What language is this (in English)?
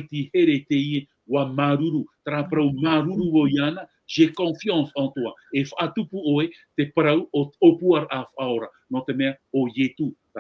Tahitian